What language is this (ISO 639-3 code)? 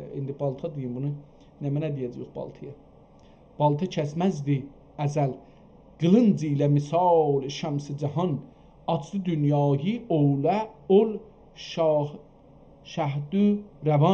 azb